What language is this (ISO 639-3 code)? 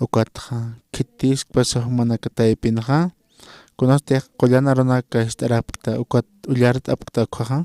aym